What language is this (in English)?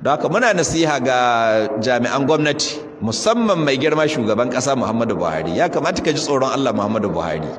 Hausa